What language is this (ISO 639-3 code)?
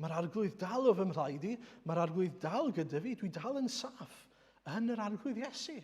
cym